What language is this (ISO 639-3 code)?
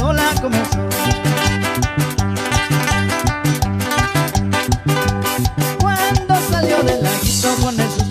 spa